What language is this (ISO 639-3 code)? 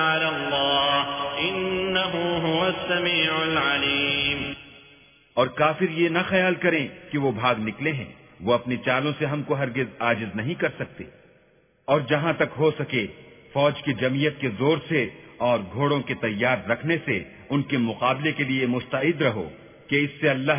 urd